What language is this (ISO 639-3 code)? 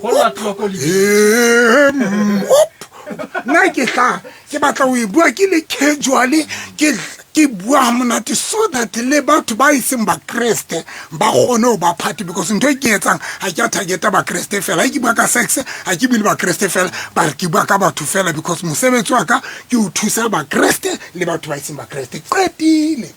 sot